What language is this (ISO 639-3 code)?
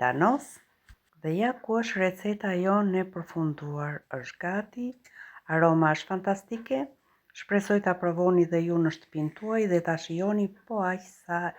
sqi